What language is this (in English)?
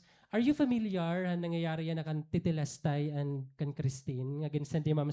Waray